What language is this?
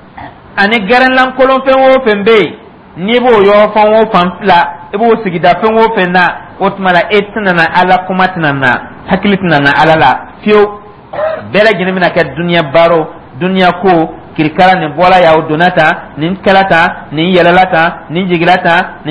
Dyula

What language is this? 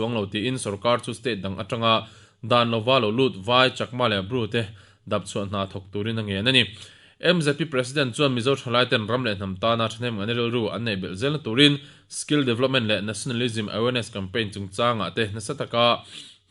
Mizo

